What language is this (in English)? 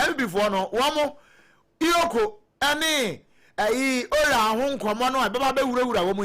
Akan